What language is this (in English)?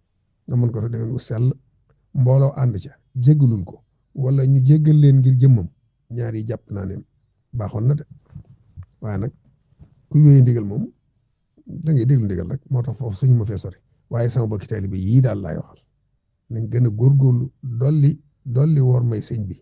Wolof